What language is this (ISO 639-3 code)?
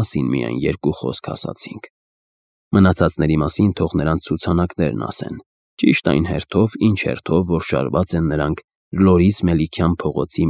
hye